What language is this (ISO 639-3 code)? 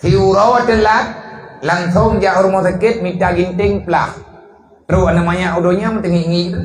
ace